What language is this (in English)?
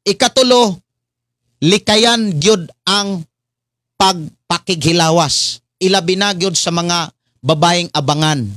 Cebuano